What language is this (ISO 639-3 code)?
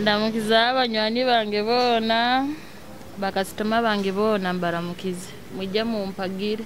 nyo